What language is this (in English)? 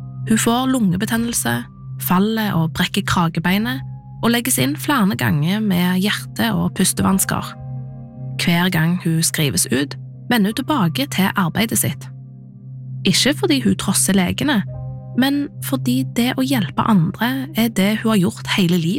Norwegian